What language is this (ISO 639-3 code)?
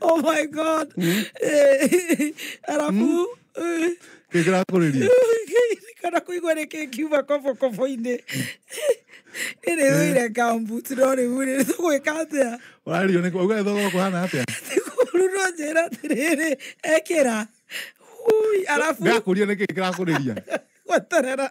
kik